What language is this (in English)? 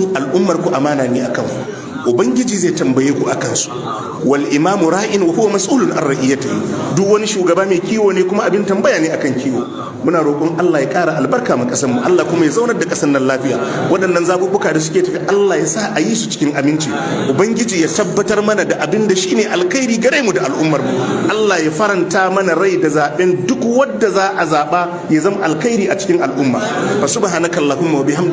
Hausa